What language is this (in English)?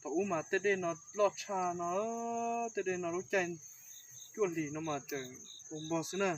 Hmong